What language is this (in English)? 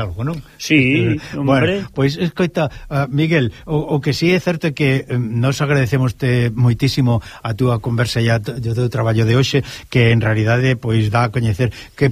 Galician